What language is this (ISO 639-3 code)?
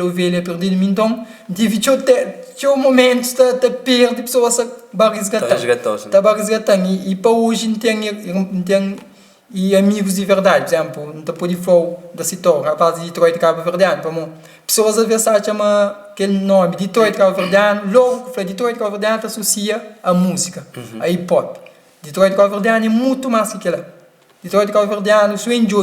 kea